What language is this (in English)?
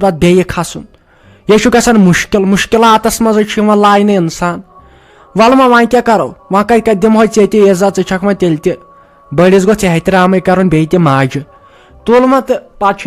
Kashmiri